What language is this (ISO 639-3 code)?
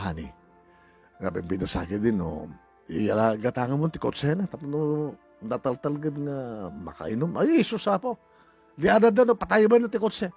ilo